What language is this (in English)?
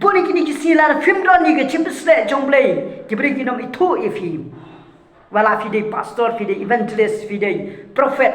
Khasi